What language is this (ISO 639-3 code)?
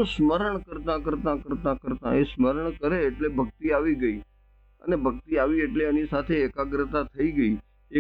guj